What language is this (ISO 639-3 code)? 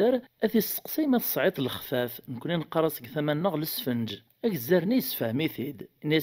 kab